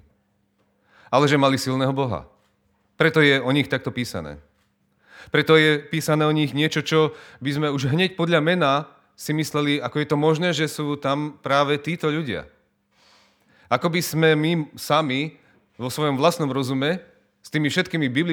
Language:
Slovak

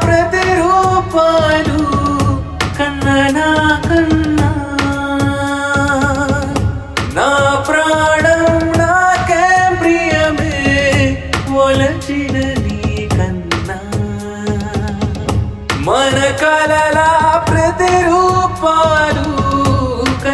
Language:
Telugu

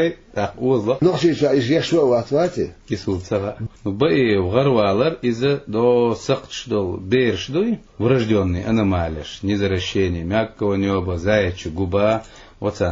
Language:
Chechen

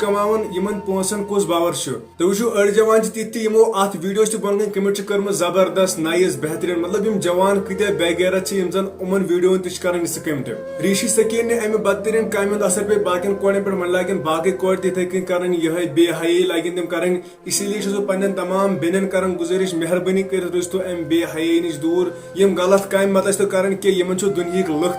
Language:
Kashmiri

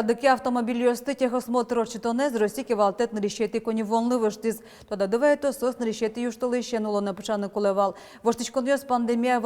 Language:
Udmurt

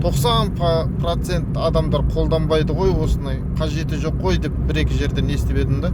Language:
Kazakh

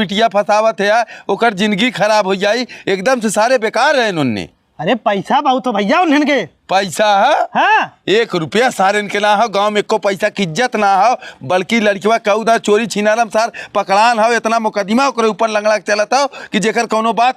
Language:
Bhojpuri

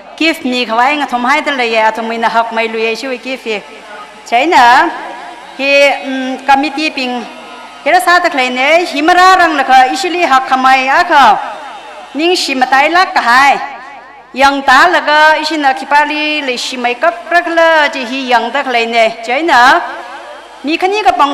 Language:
Tangkhul Naga (India)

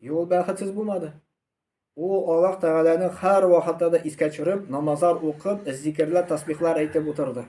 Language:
Tatar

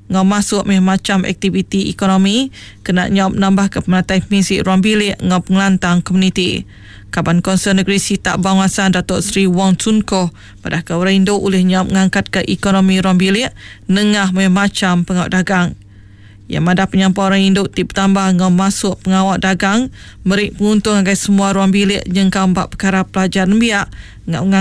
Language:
Iban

